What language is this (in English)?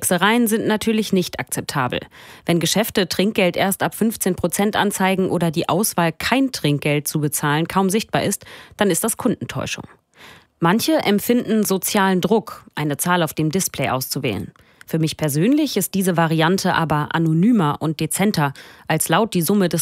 German